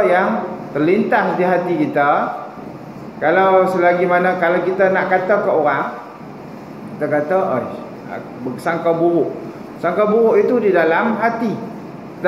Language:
Malay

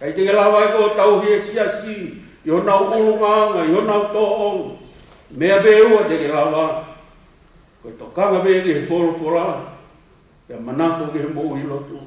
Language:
Tongan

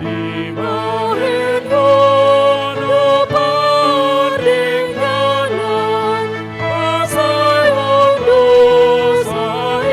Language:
Batak Toba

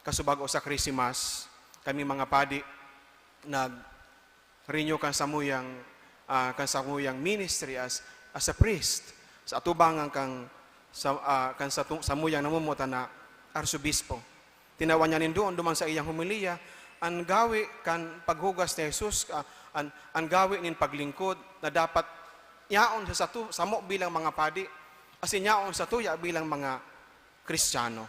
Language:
Bikol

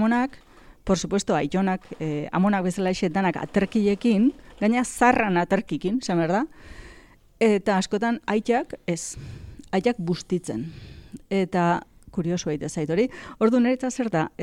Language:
Basque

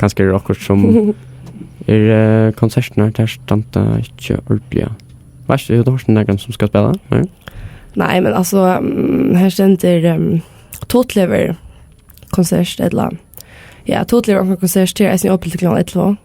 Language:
Faroese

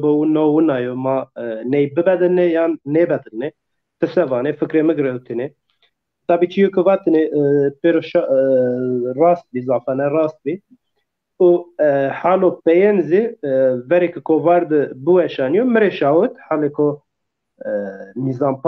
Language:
Zaza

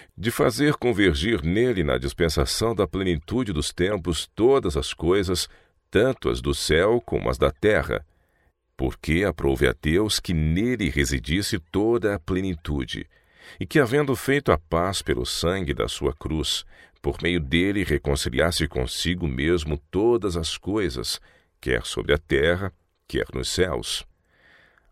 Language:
Portuguese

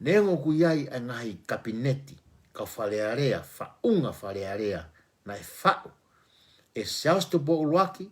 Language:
Tongan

